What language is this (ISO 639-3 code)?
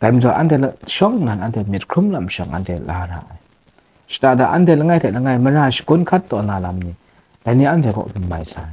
kac